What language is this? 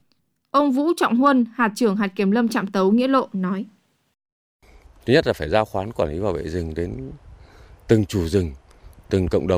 Vietnamese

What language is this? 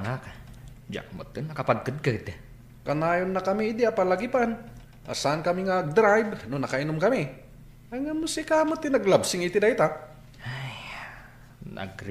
Iloko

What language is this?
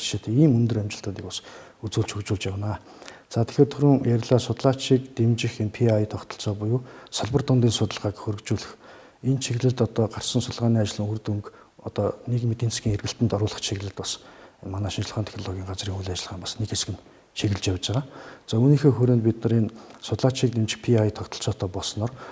Mongolian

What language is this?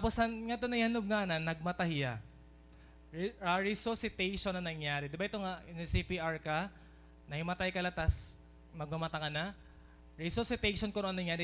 Waray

